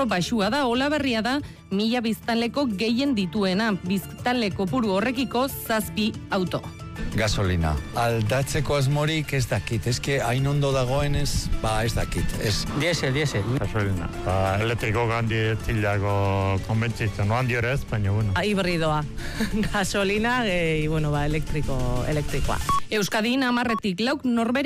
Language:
Basque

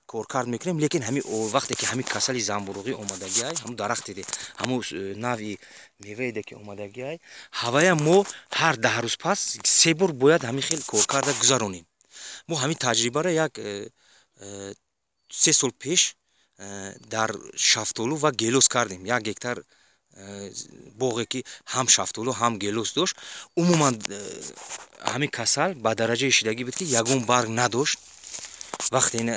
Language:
Tajik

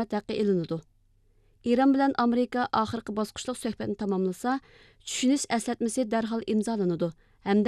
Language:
Uyghur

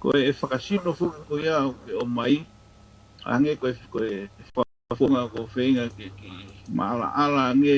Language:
Tongan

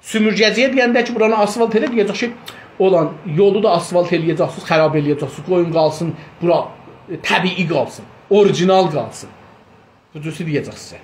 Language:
South Azerbaijani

